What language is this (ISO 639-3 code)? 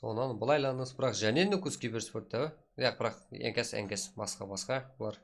kaa